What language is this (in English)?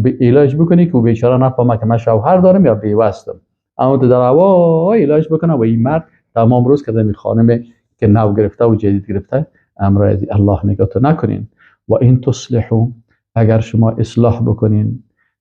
Persian